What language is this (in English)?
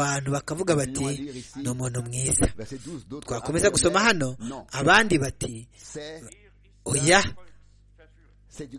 Kinyarwanda